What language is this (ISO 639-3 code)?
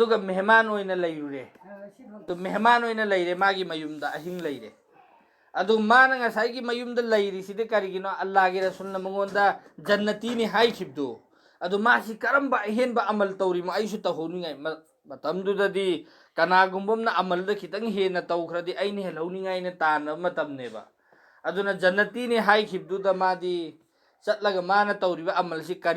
mni